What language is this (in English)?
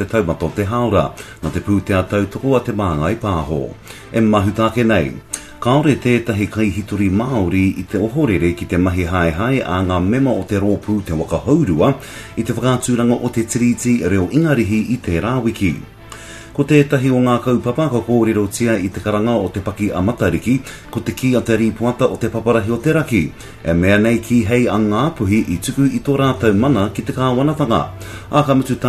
Māori